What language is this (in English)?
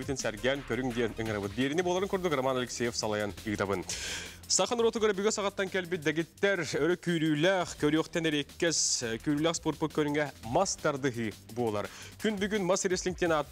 Yakut